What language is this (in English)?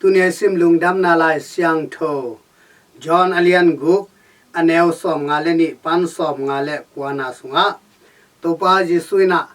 Tedim Chin